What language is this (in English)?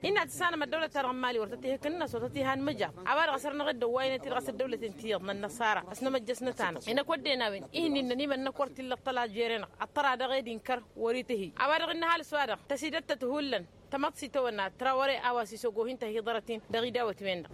Tamasheq